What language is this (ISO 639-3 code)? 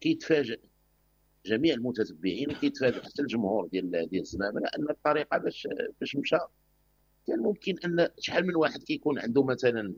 ary